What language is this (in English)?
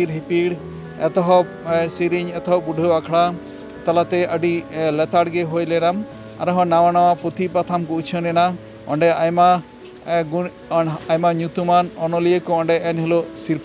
Santali